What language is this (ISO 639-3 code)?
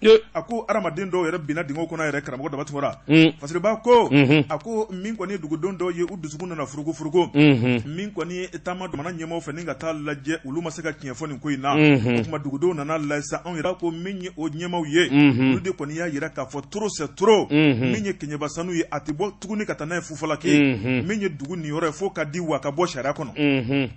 bam